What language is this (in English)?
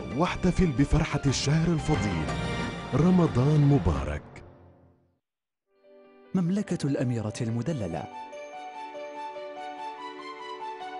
Arabic